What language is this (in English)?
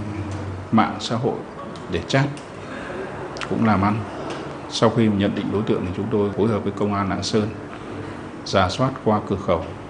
Vietnamese